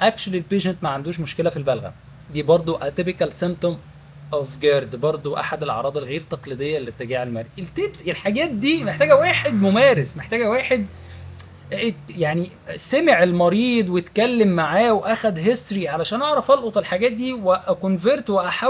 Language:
Egyptian Arabic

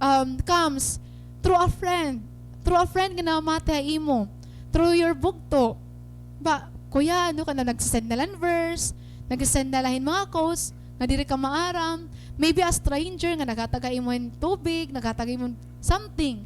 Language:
Waray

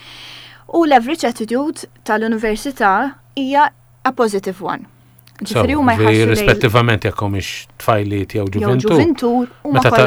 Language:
Maltese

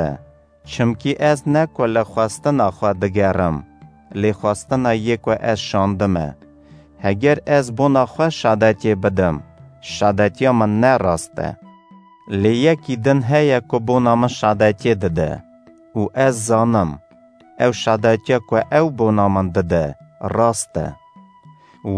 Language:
Kurdish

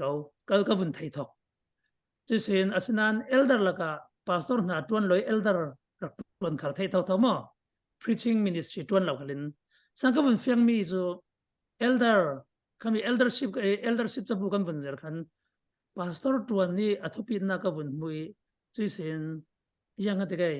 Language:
Falam Chin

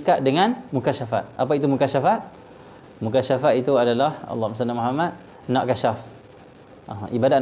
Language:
Malay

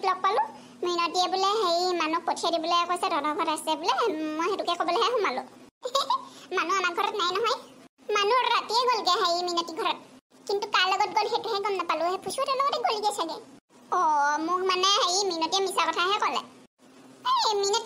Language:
Assamese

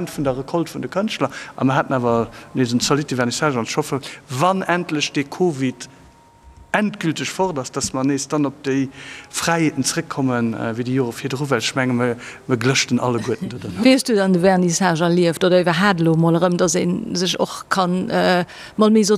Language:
Luxembourgish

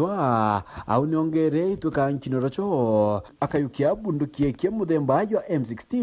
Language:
Meru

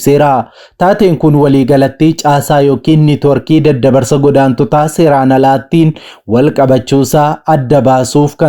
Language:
Oromo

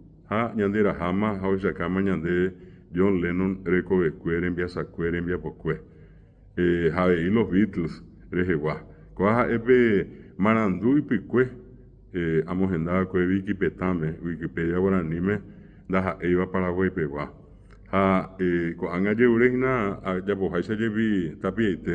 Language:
Guarani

